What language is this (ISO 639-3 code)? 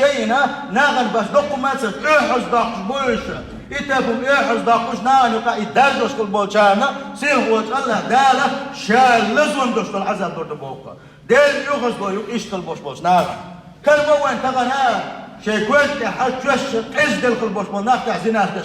che